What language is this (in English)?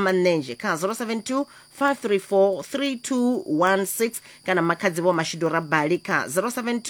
Venda